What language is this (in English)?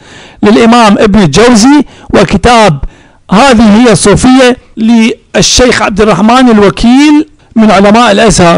Arabic